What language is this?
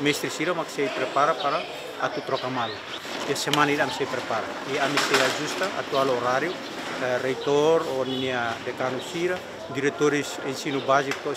Tetum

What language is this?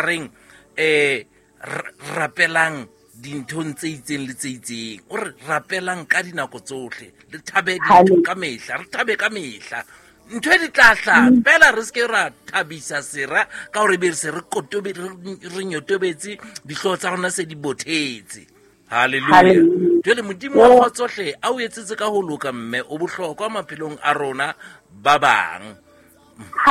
Southern Sotho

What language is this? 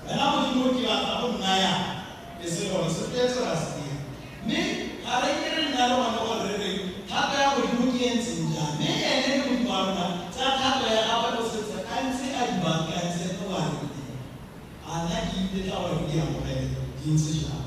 Tswana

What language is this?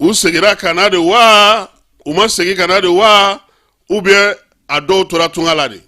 Bambara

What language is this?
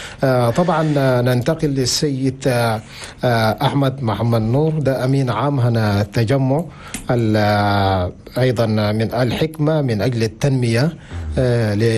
Chadian Arabic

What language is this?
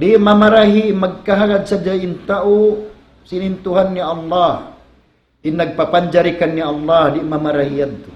Tausug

